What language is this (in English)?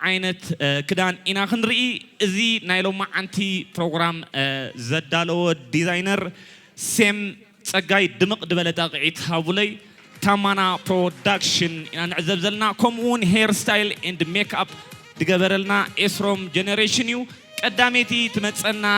Tigrinya